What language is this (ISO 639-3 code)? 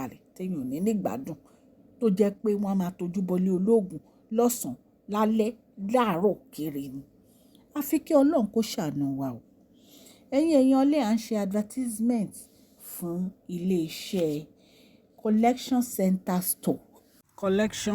yor